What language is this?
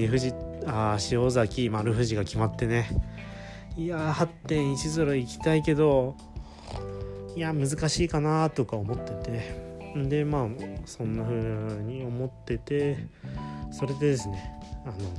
Japanese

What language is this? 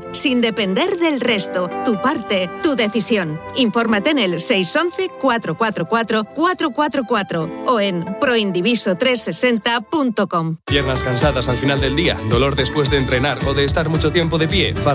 Spanish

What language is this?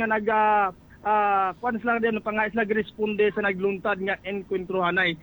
Hiligaynon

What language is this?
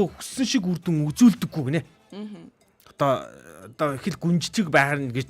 Mongolian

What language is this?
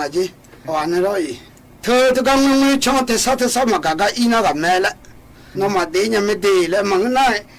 Akha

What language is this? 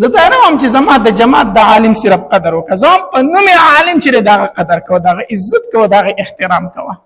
Pashto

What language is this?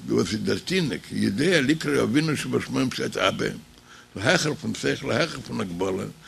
Yiddish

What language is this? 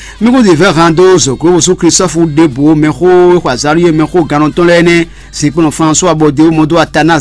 Fon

